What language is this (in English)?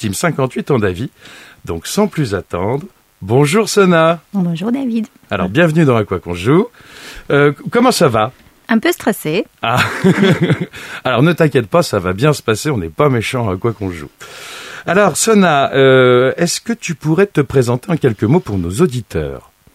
French